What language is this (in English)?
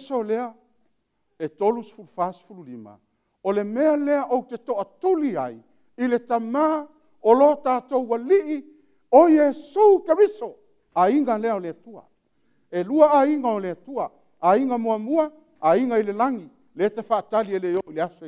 Samoan